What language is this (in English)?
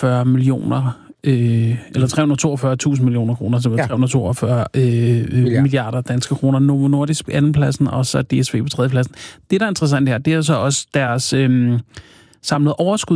Danish